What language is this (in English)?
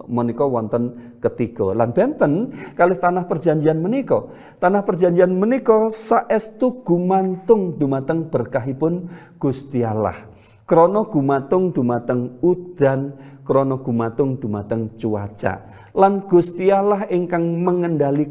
Javanese